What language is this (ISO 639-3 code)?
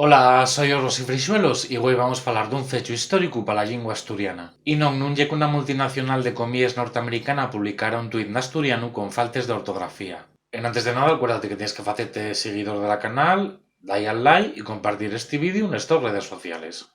ast